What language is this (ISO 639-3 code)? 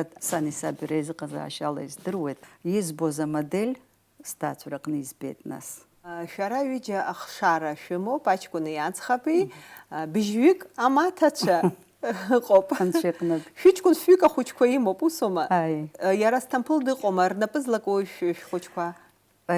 abk